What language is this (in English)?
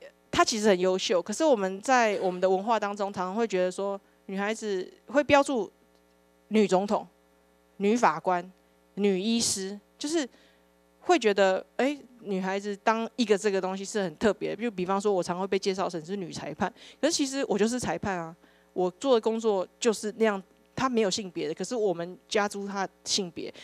Chinese